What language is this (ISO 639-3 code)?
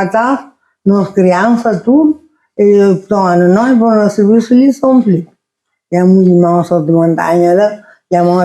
kea